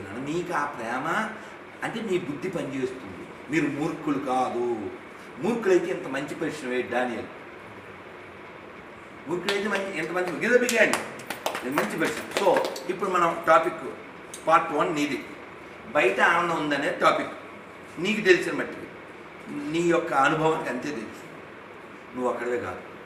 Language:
Telugu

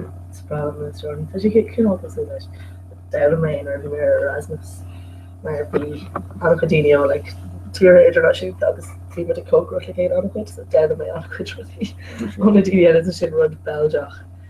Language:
Irish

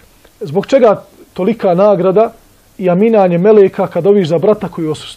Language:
Bosnian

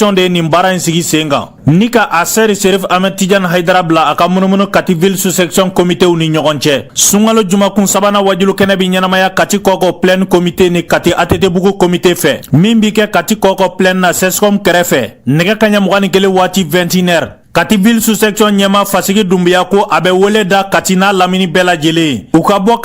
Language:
Bambara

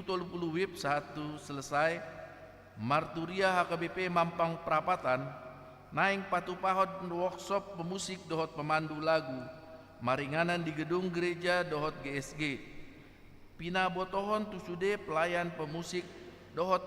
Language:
Batak Toba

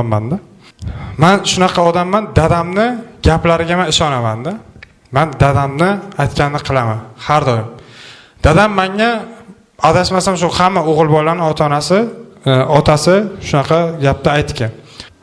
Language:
Uzbek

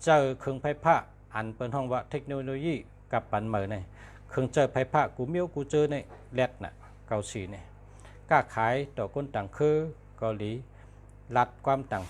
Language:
Shan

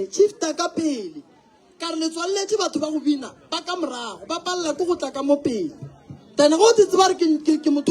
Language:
Northern Sotho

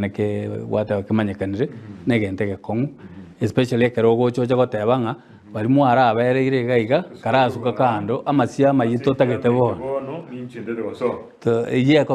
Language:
Gusii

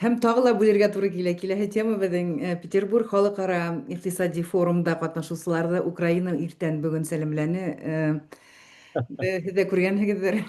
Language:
Bashkir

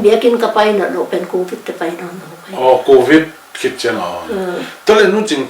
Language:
Tedim Chin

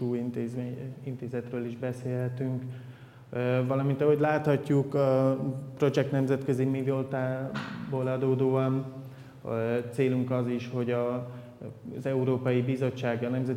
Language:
Hungarian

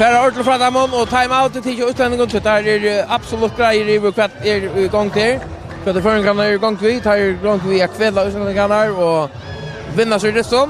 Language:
Faroese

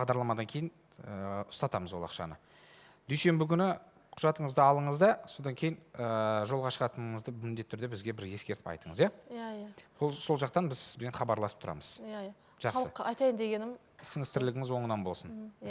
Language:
Kazakh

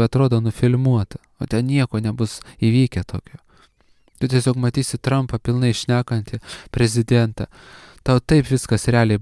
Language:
Lithuanian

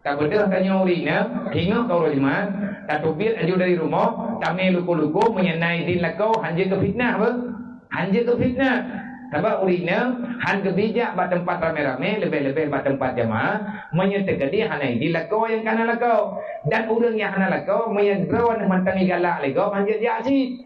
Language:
Achinese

